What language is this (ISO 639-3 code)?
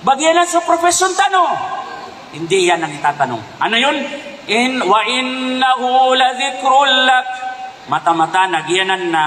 mrw